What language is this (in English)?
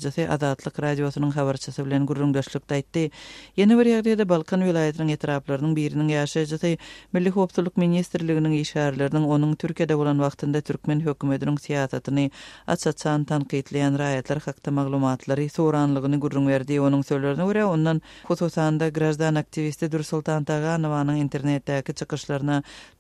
Turkmen